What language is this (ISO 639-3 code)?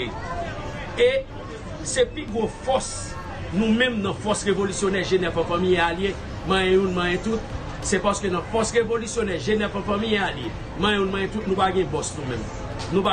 hat